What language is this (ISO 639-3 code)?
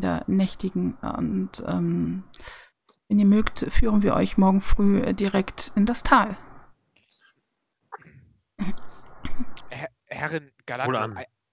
deu